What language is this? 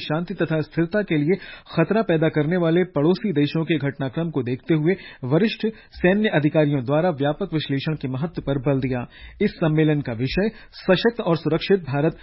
Hindi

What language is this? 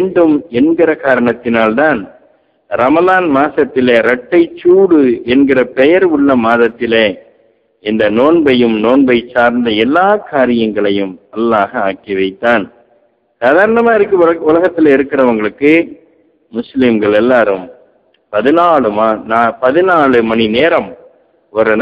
Tamil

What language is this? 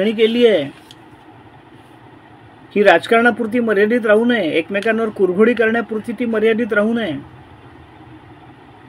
Marathi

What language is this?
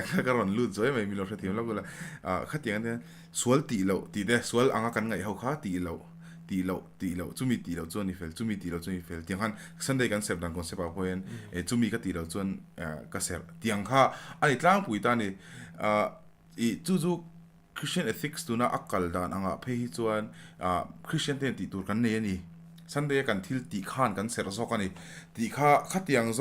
Mizo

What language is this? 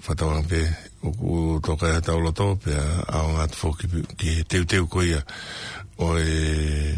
Tongan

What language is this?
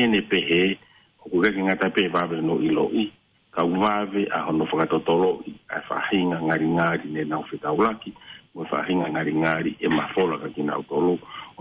Tongan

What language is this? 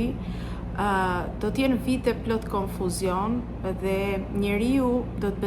Albanian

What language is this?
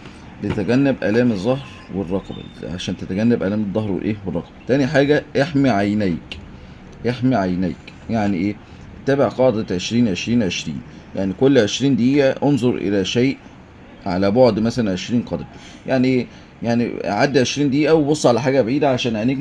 Egyptian Arabic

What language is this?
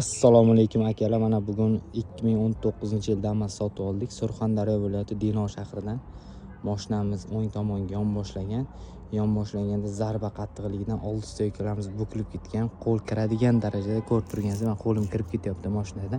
Uzbek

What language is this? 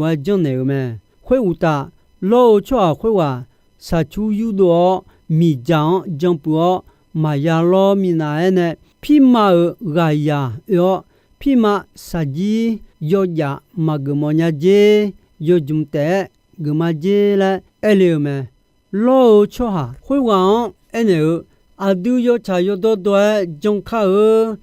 Akha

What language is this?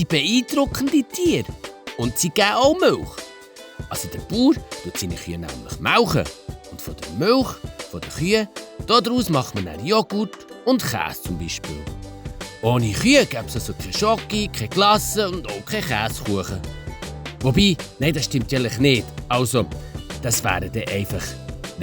Swiss German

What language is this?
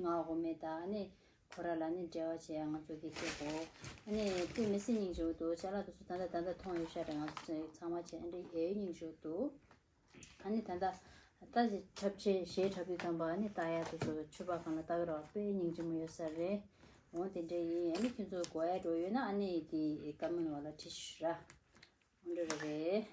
Tibetan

